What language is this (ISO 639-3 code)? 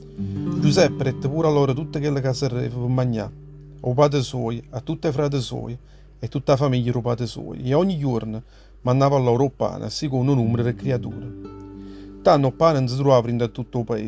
nap